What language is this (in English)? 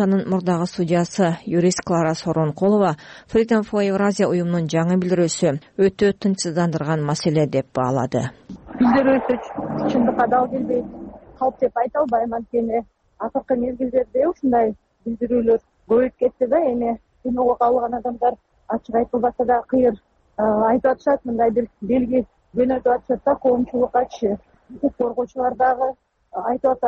Kyrgyz